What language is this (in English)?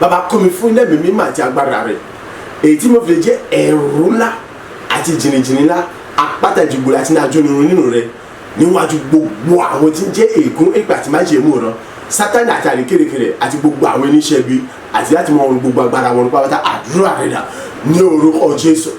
Yoruba